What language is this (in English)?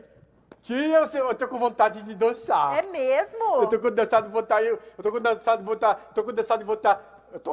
Portuguese